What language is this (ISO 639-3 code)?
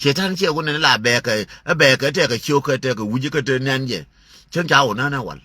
nus